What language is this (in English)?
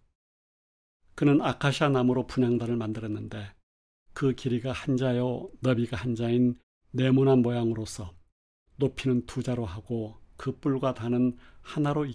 Korean